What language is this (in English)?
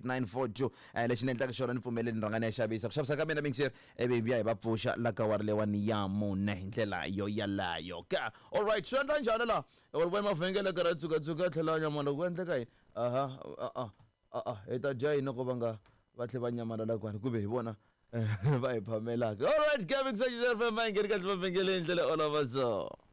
Tsonga